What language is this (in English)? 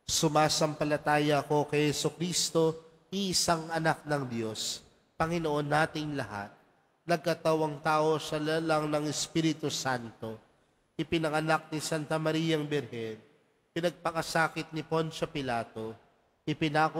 Filipino